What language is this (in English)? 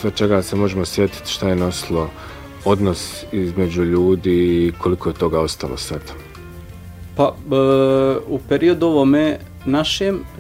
Bosnian